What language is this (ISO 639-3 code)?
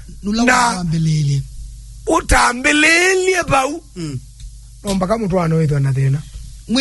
kam